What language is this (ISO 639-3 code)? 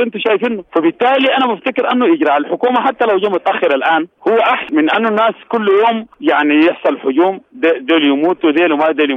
apd